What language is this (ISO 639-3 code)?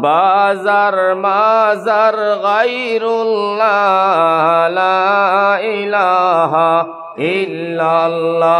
syl